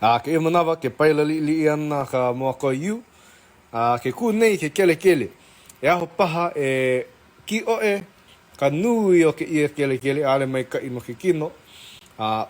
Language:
Hawaiian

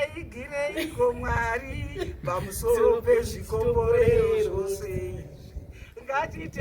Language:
Shona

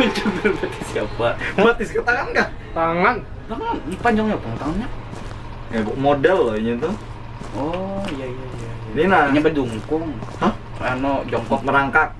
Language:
Banjar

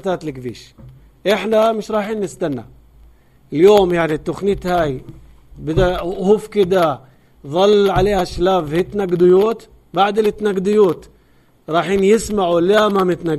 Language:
North Levantine Arabic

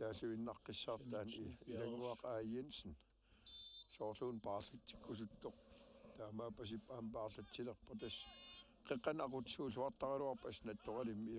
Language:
Kalaallisut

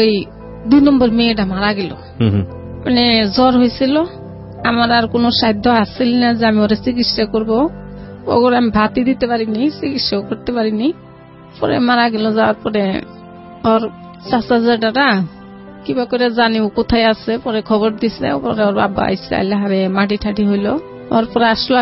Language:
Bangla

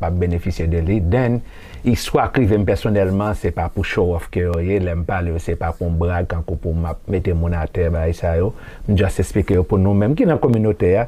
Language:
Haitian Creole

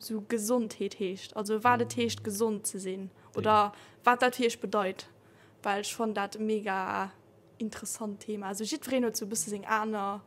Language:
Luxembourgish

